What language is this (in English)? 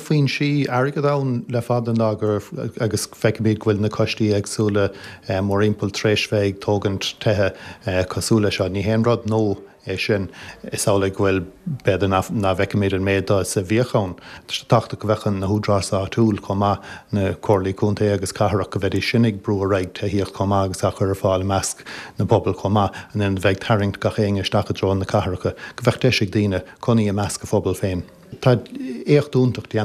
Irish